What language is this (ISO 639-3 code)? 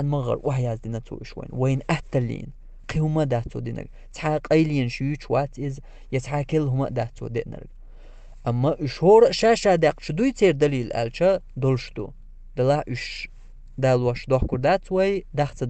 che